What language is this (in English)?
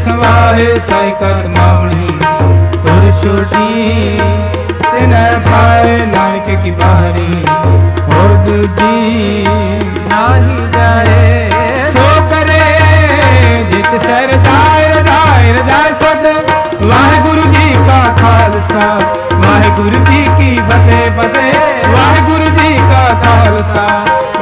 Punjabi